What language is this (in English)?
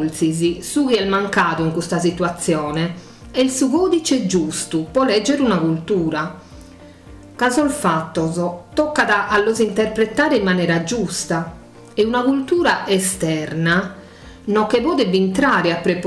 Sardinian